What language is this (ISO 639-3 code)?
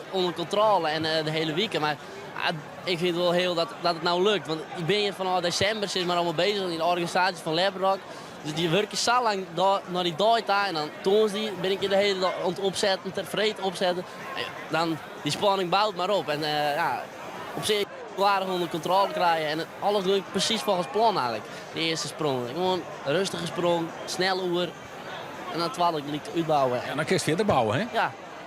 fry